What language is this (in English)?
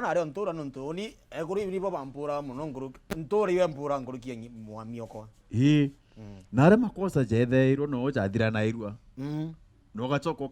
Meru